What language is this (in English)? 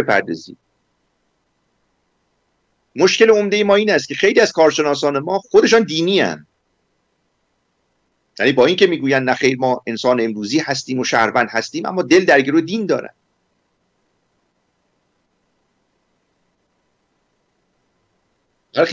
Persian